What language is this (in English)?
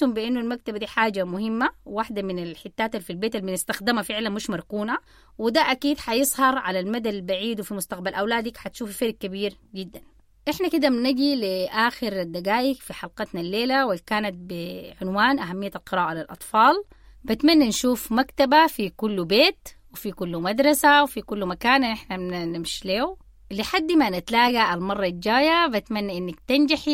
Sudanese Arabic